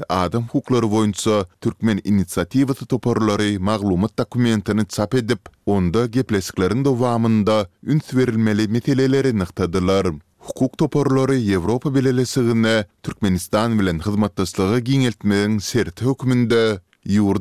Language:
Turkmen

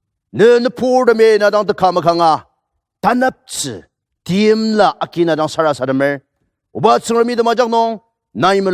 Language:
Ao Naga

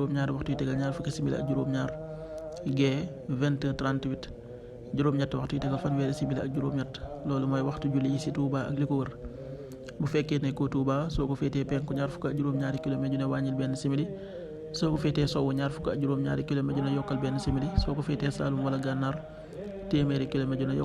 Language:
Wolof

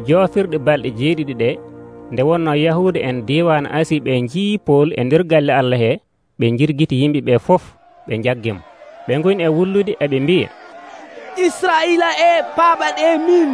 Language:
Nigerian Fulfulde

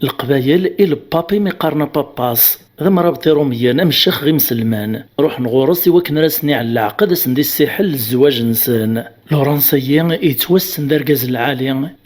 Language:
Kabyle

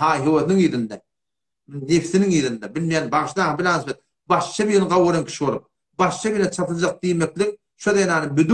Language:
Turkmen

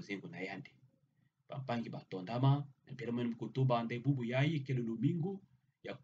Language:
Kituba (Democratic Republic of Congo)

